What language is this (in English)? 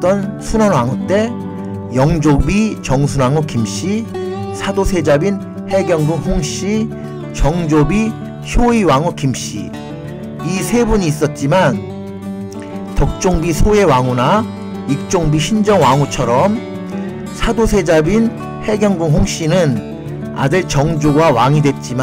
Korean